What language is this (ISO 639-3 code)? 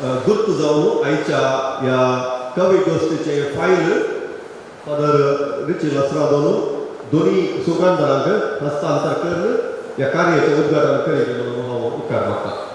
kok